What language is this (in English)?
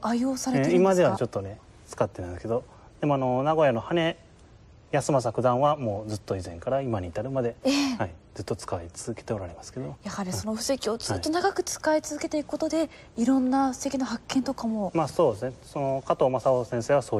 Japanese